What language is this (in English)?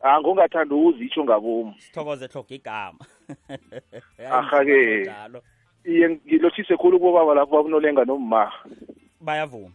South Ndebele